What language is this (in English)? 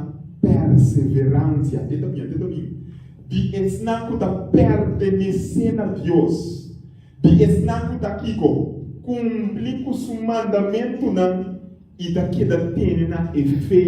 Papiamento